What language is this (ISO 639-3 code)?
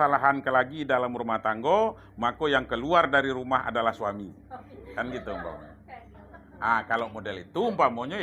min